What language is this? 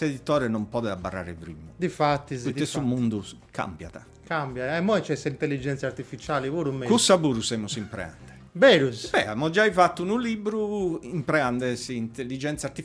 Sardinian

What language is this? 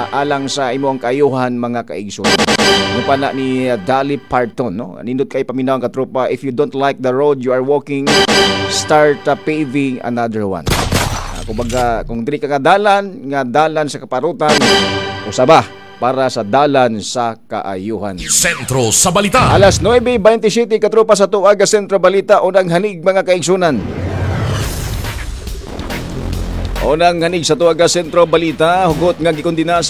Cebuano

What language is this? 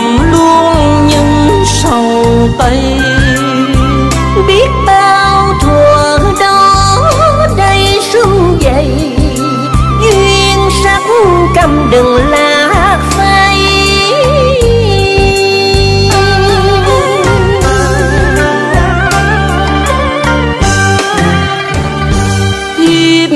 Vietnamese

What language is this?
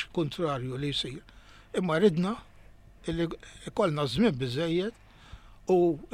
Maltese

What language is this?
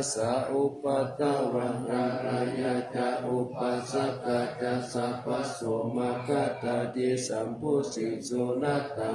Pali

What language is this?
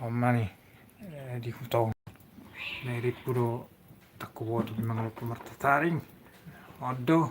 Batak Toba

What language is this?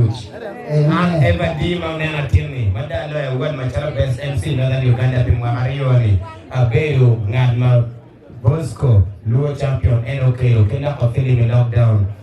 Acoli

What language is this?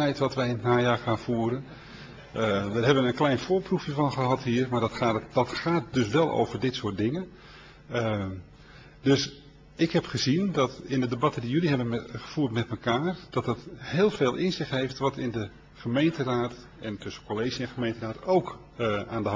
Dutch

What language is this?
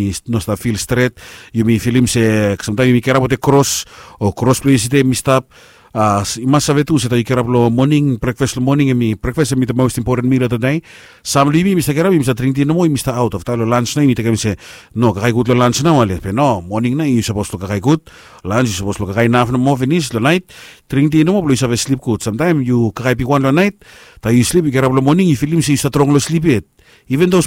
Bislama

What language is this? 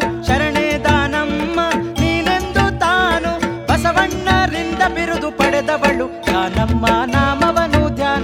Kannada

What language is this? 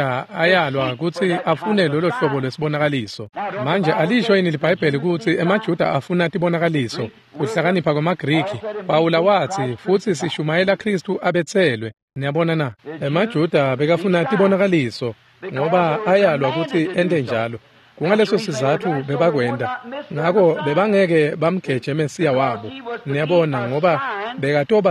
Swati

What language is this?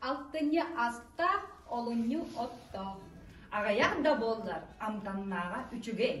Yakut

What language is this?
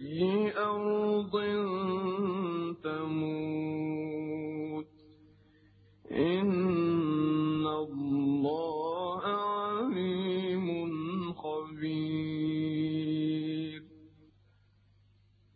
Arabic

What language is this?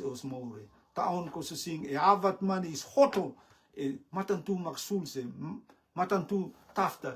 Rotuman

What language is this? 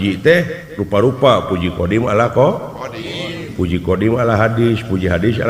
Sundanese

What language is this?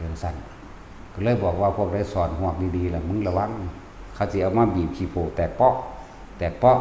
Northeastern Thai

